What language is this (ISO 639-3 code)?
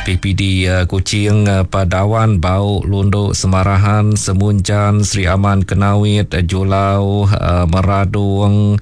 iba